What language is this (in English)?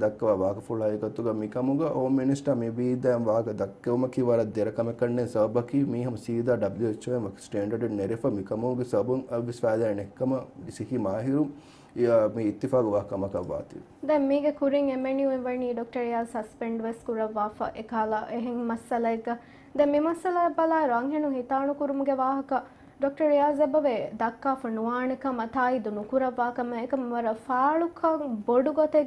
Divehi